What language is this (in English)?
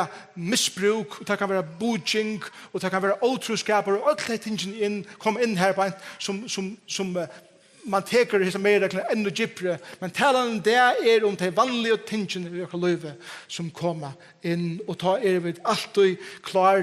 Faroese